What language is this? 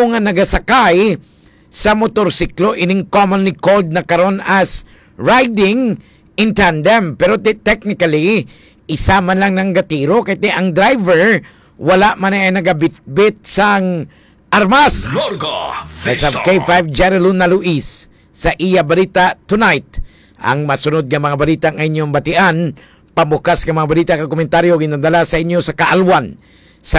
Hiligaynon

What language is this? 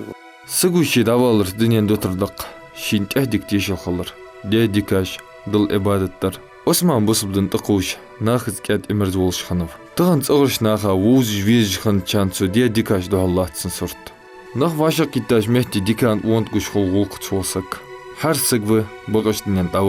Ingush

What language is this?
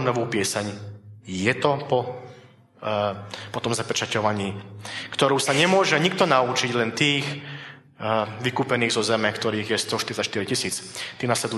Slovak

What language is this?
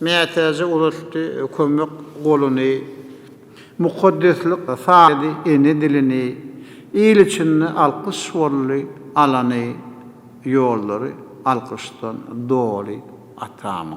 Turkmen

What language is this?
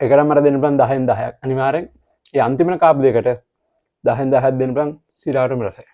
Sinhala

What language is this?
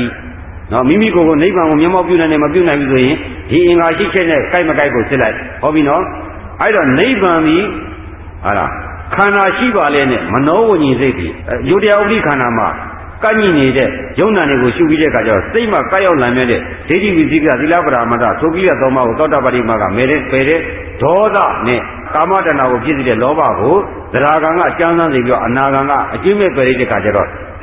Burmese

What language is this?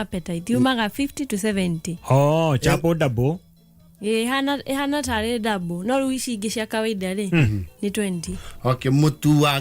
Kikuyu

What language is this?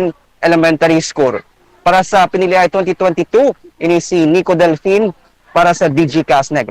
Hiligaynon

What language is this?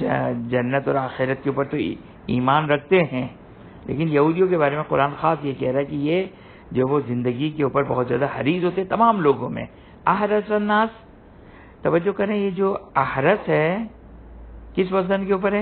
Urdu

